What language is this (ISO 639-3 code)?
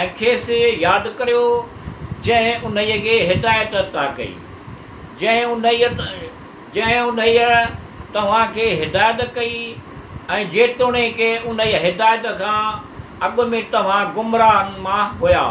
snd